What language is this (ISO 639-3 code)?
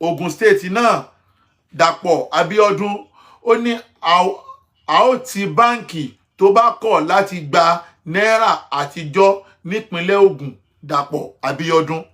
yor